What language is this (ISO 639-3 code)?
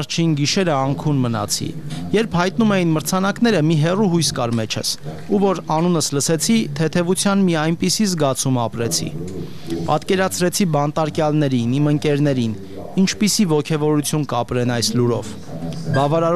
hye